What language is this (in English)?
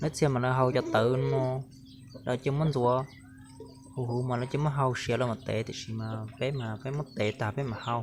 Hmong